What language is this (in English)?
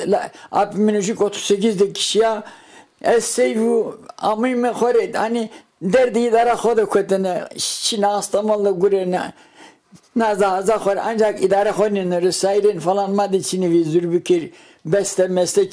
Zaza